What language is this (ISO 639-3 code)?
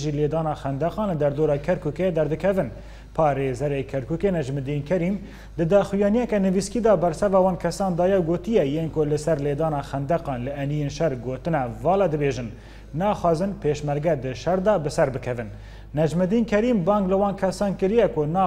kur